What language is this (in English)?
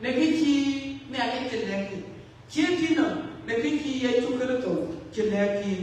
Dinka